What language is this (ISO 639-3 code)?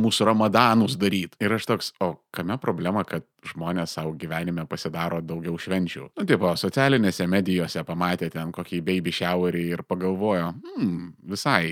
lit